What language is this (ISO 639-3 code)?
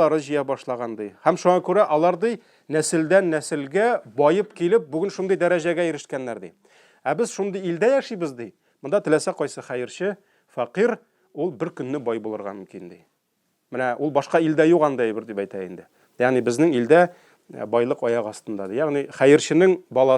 tat